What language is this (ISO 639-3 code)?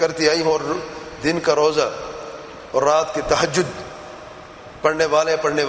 urd